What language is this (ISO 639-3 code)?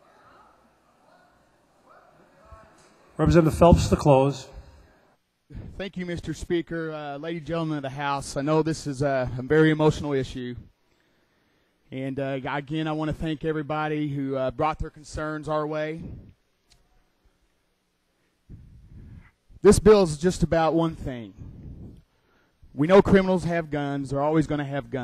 eng